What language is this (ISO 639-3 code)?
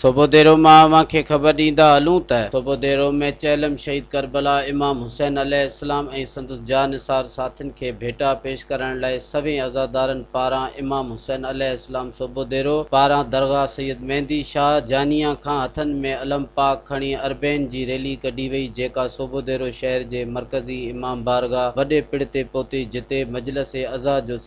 snd